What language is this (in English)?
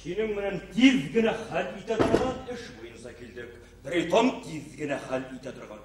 Bashkir